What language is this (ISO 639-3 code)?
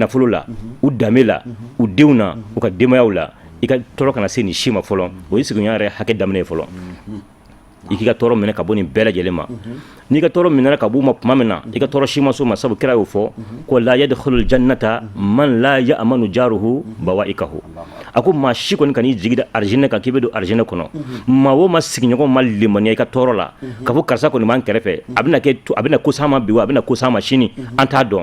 bam